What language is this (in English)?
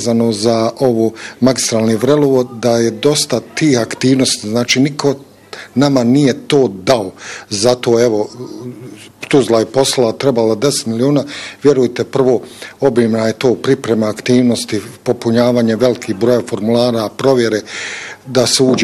Bosnian